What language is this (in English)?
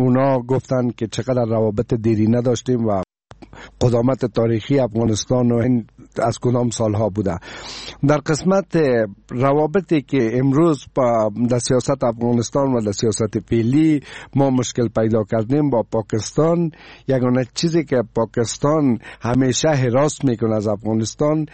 Persian